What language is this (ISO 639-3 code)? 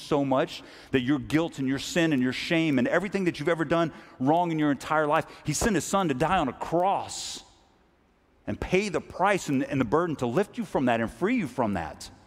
eng